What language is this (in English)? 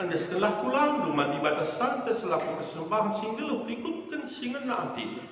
Batak Karo